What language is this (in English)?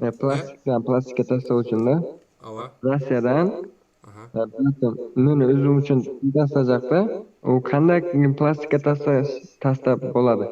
Kara-Kalpak